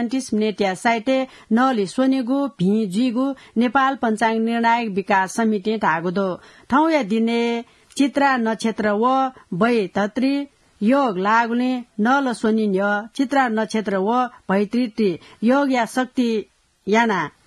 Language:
Newari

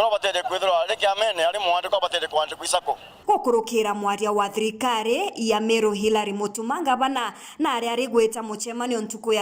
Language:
Meru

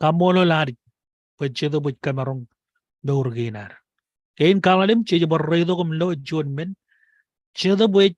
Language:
Marshallese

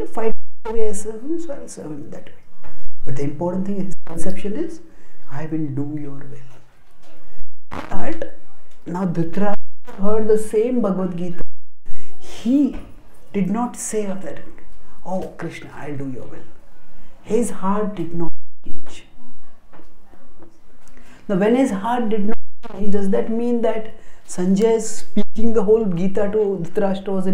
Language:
English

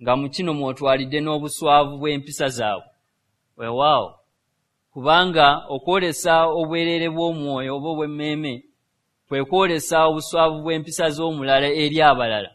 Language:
Ganda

